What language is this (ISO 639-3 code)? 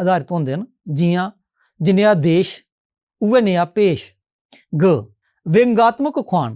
doi